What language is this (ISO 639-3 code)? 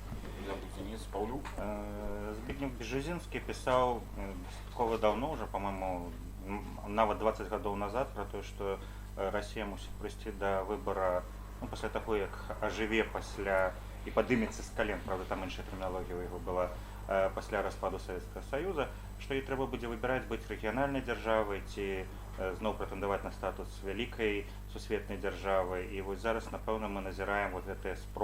bel